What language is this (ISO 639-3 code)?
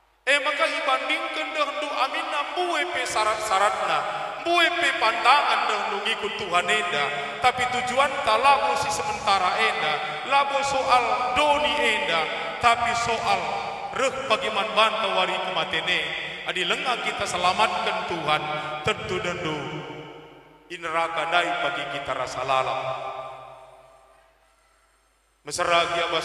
btx